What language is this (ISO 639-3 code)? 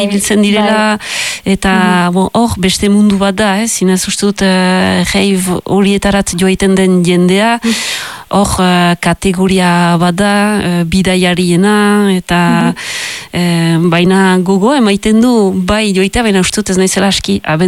eus